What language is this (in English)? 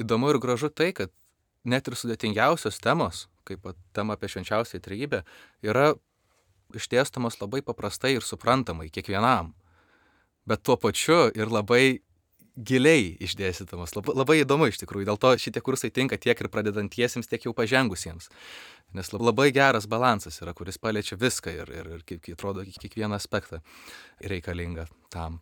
Lithuanian